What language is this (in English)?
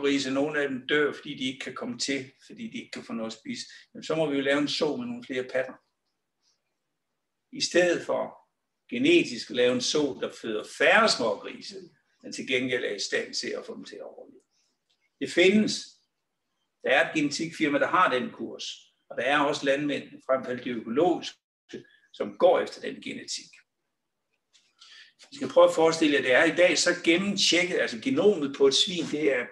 Danish